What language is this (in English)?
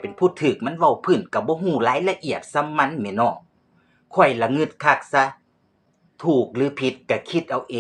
Lao